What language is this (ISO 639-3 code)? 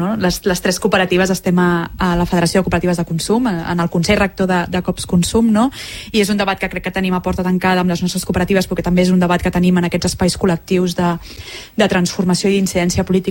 cat